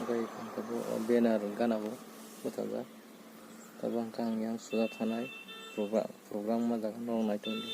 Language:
Kok Borok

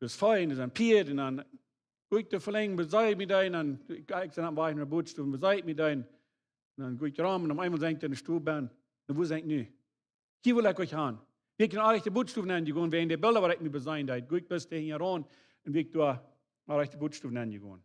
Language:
Plautdietsch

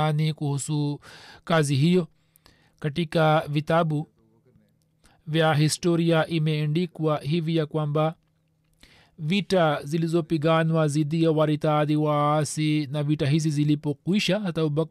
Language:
Swahili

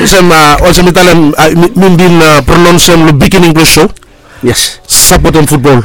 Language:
Bislama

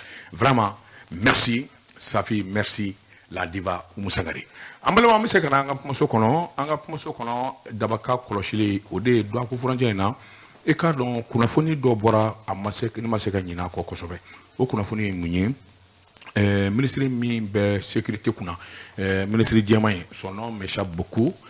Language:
Bambara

